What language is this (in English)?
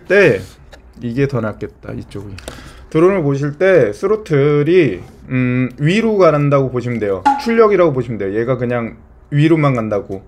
Korean